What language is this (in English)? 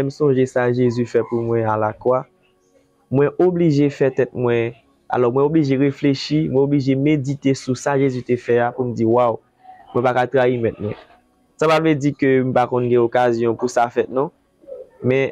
Haitian Creole